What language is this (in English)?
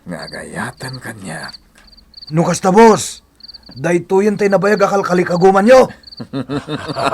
Iloko